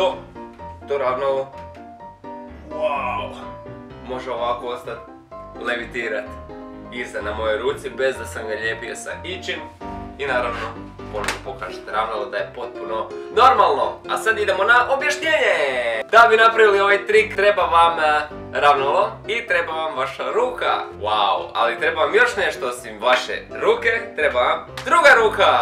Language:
Croatian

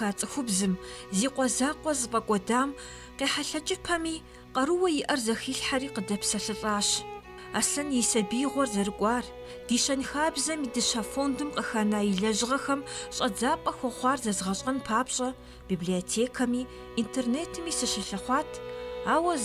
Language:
Kabardian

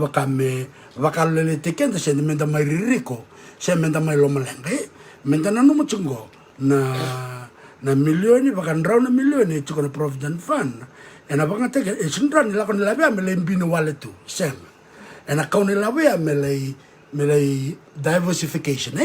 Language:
Fijian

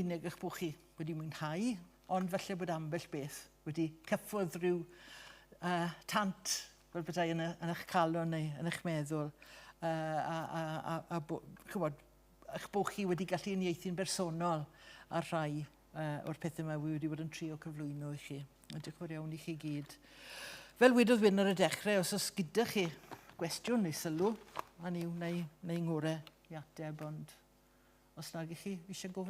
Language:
Welsh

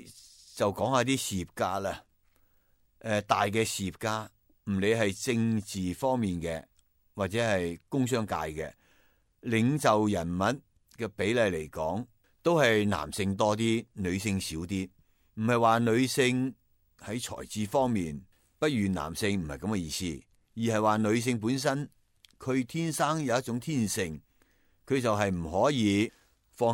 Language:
Cantonese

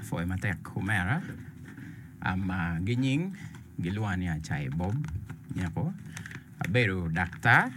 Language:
Acoli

